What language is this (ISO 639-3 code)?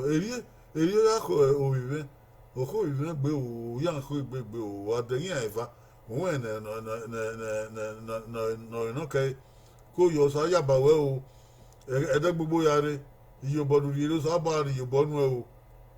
bin